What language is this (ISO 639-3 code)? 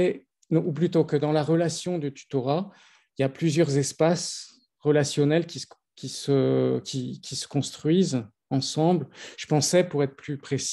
fra